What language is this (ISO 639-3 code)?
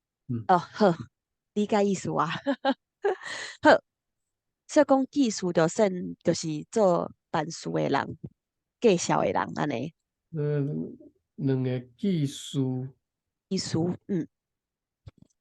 nan